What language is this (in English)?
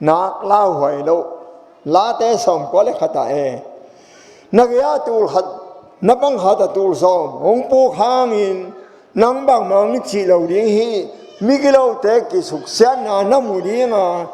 Tedim Chin